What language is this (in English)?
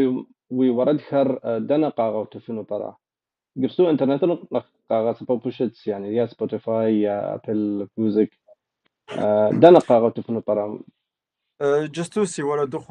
Kabardian